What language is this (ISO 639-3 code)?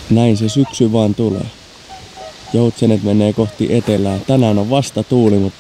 fin